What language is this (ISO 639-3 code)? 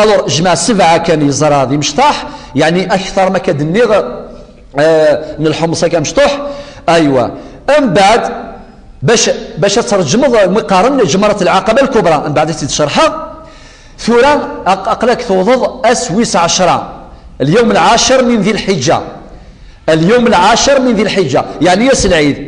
kab